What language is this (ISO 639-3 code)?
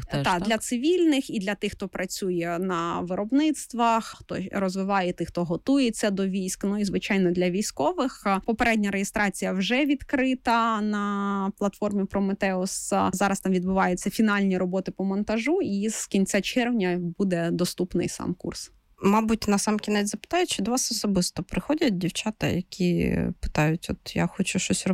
ukr